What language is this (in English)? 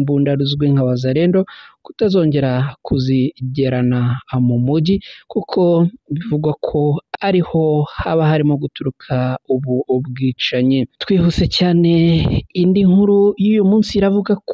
Kinyarwanda